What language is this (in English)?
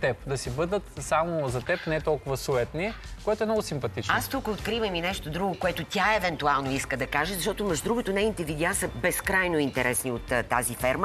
Bulgarian